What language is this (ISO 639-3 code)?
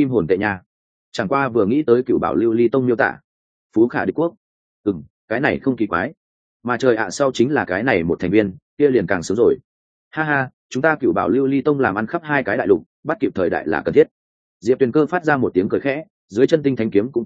vie